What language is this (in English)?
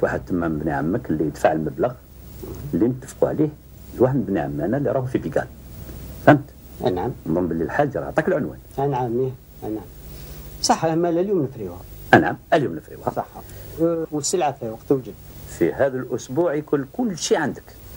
Algerian Arabic